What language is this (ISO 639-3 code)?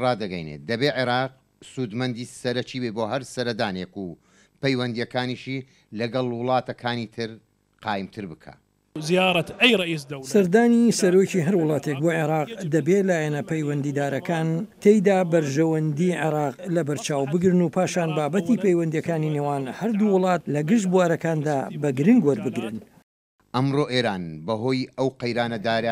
ckb